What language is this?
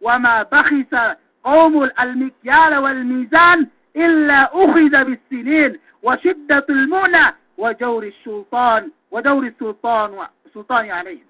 Yakan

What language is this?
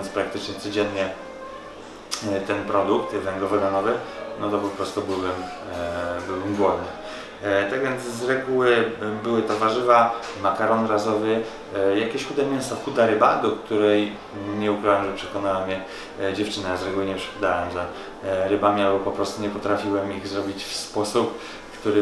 Polish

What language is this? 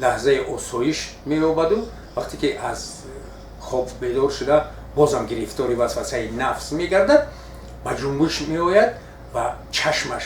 Tajik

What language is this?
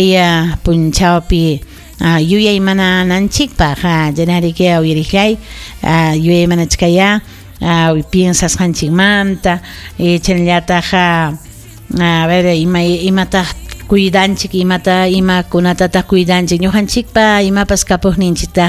Ayacucho Quechua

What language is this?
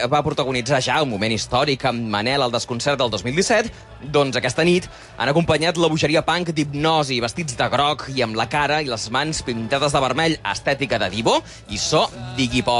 Catalan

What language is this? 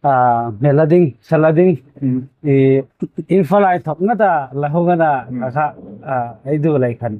Hmar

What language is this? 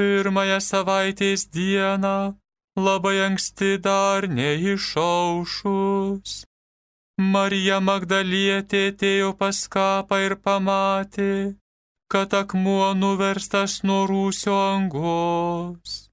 Lithuanian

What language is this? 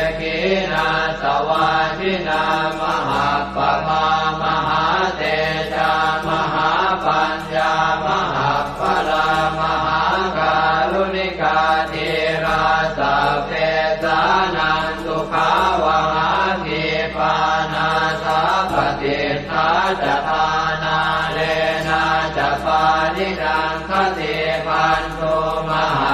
Pali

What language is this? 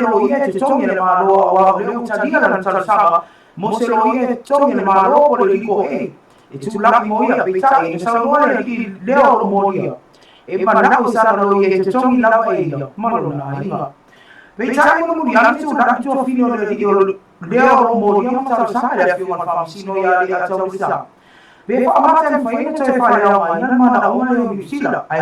Samoan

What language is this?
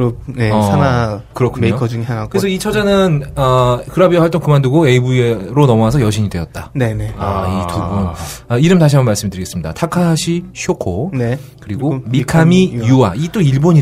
Korean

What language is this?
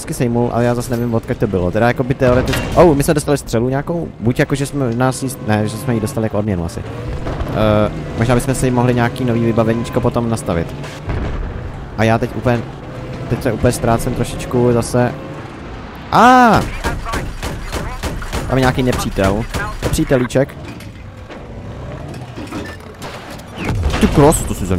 Czech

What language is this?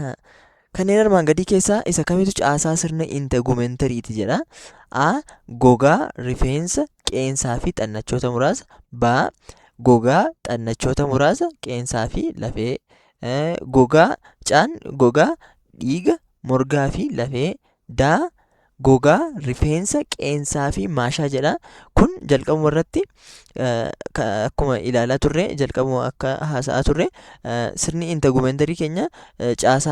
Oromo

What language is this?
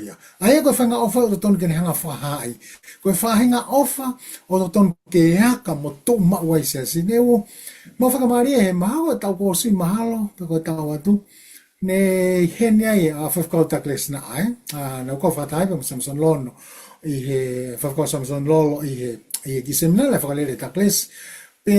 Tongan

